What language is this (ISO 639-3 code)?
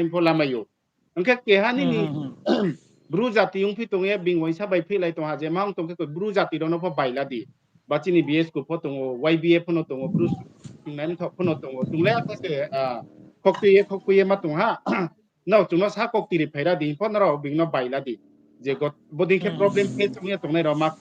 ria